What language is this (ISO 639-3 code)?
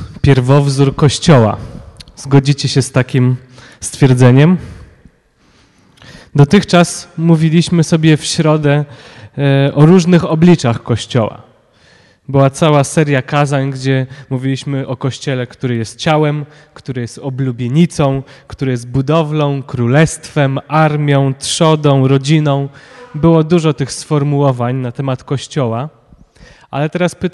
pol